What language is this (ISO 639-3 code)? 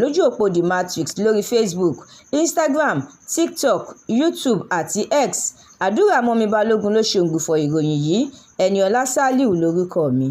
yor